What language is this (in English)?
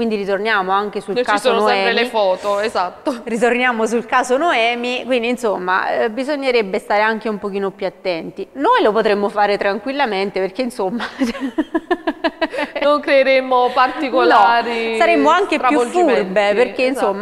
Italian